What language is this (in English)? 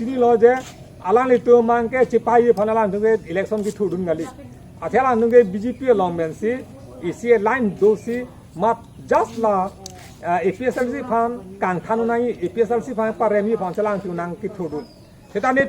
Karbi